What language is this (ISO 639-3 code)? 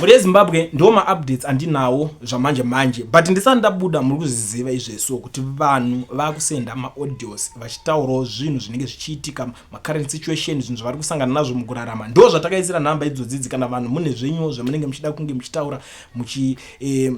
sna